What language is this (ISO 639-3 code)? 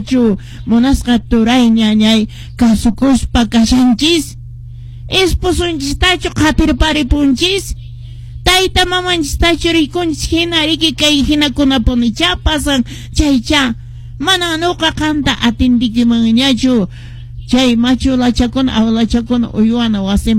que